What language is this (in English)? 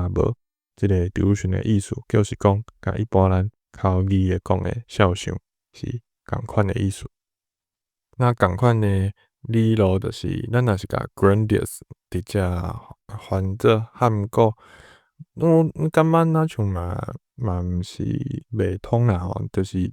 Min Nan Chinese